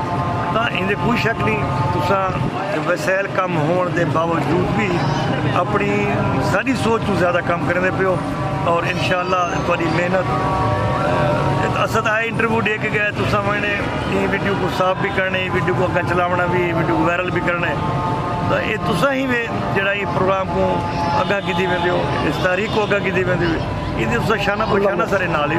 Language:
Saraiki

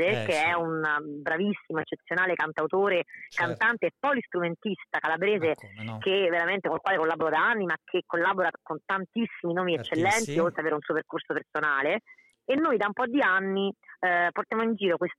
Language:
Italian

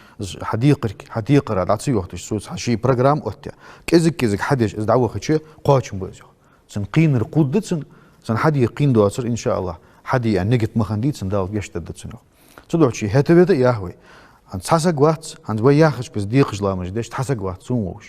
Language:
Ingush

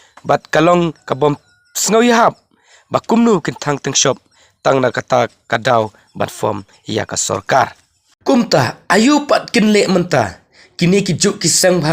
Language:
Khasi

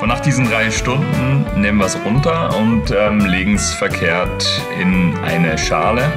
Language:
Swiss German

